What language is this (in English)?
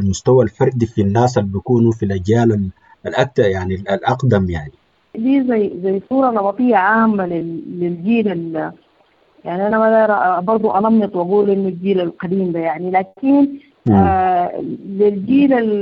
Sudanese Arabic